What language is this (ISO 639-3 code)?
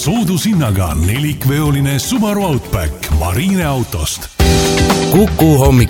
est